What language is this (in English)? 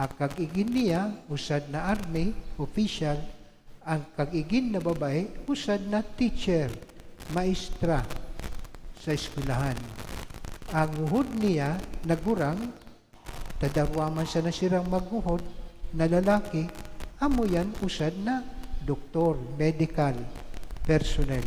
Bikol